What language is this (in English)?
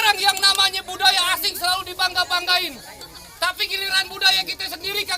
Betawi